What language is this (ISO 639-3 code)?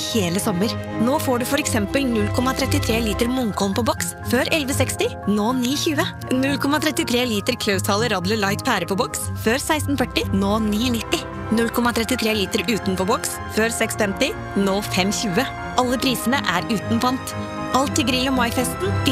nor